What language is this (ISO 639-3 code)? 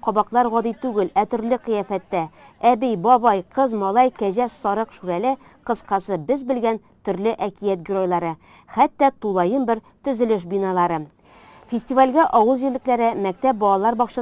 tat